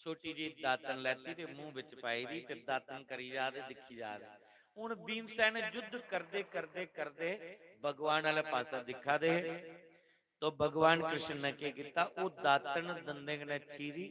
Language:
Dogri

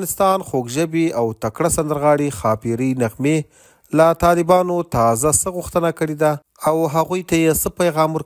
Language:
Pashto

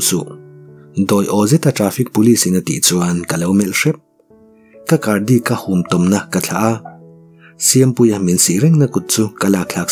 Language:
Mizo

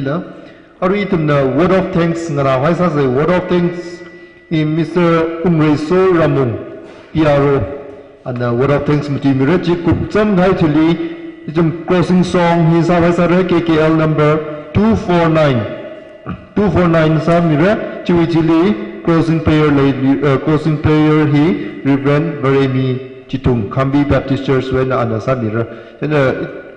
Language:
Tangkhul Naga (India)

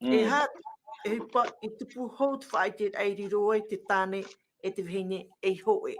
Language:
Tahitian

